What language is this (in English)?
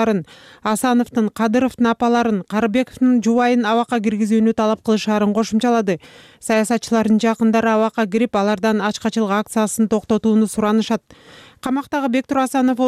Kyrgyz